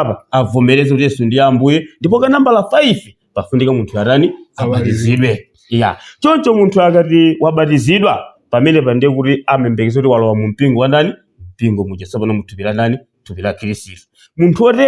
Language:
Nyanja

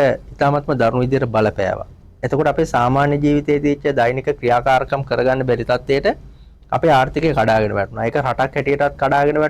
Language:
Sinhala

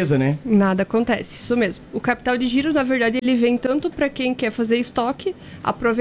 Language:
Portuguese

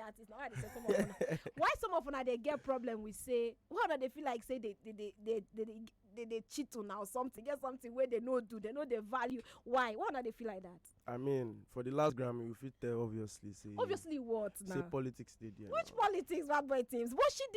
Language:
Nigerian Pidgin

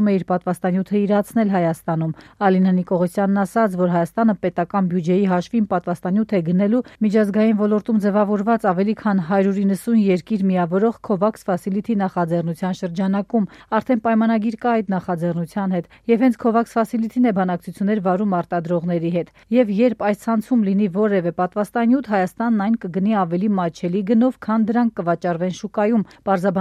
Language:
Armenian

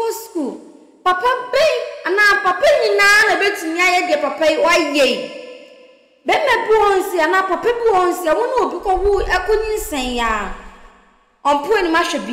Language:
Akan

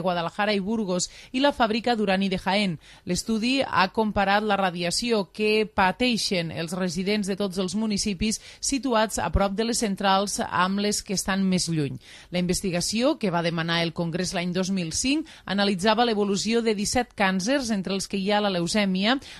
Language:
Catalan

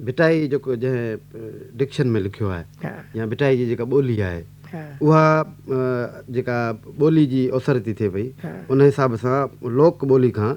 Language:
Sindhi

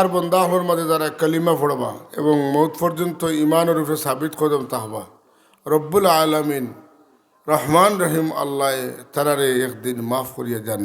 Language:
Sylheti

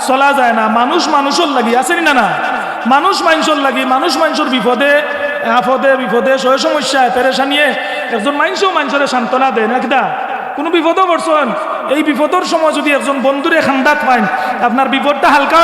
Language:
Sylheti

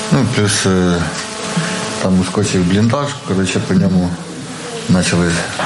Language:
Ukrainian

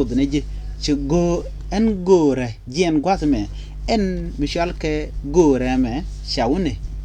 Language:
Nuer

